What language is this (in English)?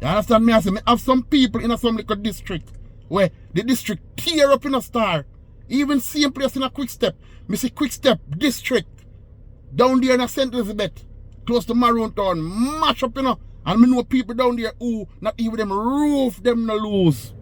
Jamaican Creole English